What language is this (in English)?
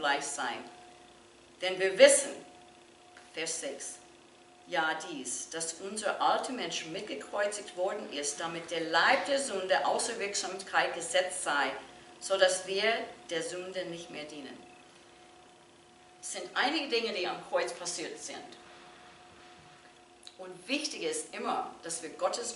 German